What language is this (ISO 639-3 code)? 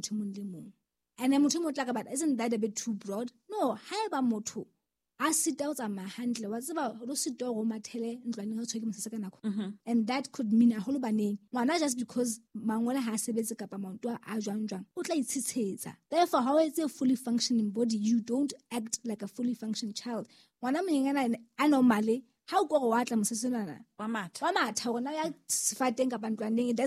sot